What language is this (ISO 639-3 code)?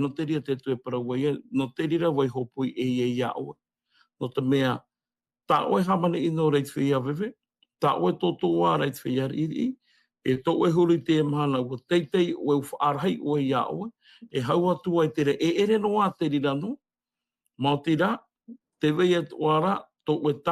tah